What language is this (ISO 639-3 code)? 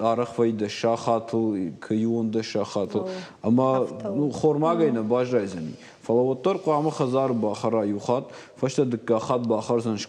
oss